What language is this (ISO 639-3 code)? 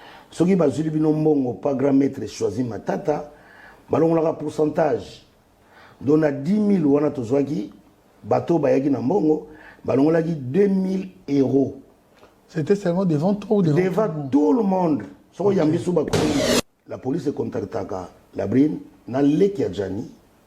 lin